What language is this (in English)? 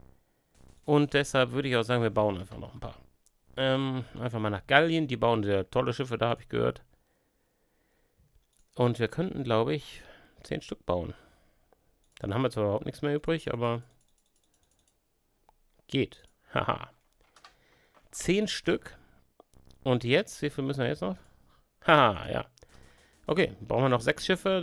German